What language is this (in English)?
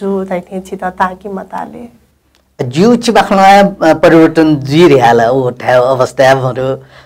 Newari